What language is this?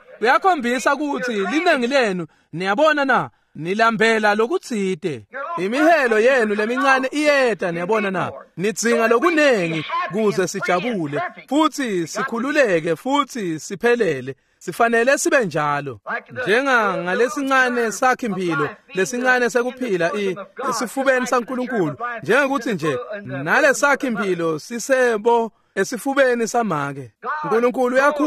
Swati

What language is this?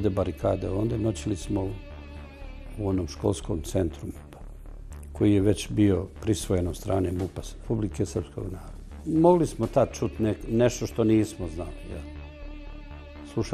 Bosnian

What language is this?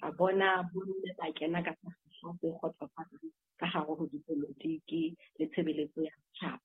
Southern Sotho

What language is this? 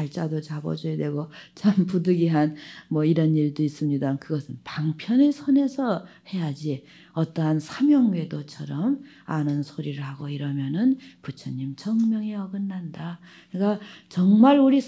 Korean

